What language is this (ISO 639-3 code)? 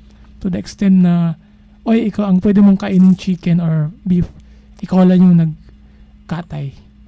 fil